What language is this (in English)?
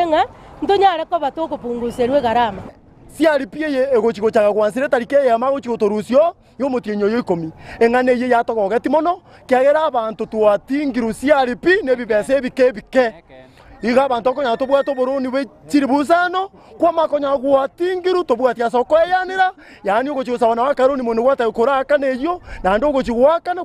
Gusii